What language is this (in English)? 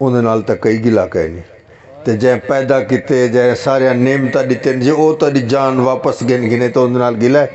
Saraiki